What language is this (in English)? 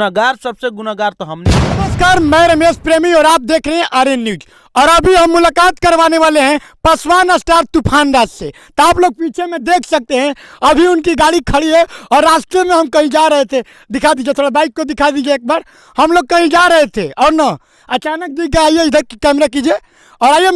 Bhojpuri